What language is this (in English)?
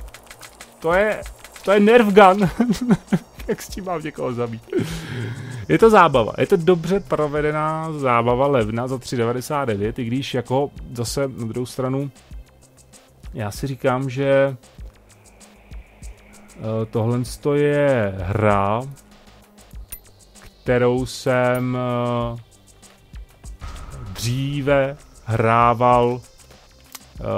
Czech